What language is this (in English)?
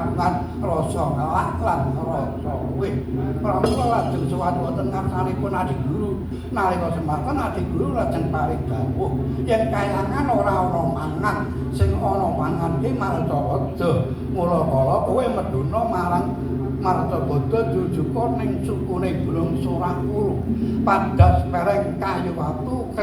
Javanese